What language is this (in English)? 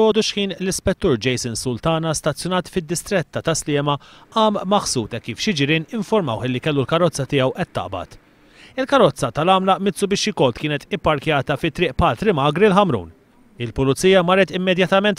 Maltese